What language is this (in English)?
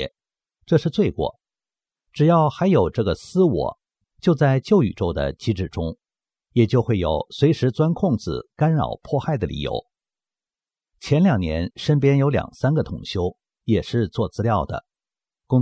Chinese